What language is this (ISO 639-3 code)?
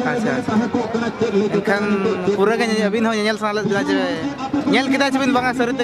sat